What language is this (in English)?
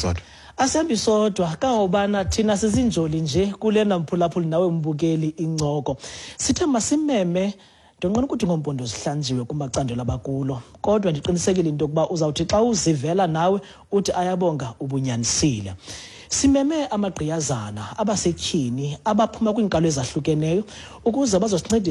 Xhosa